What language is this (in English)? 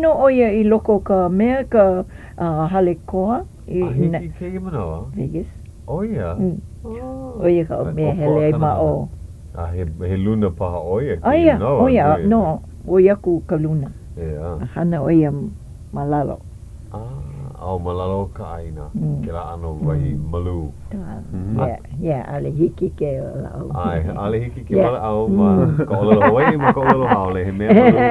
Hawaiian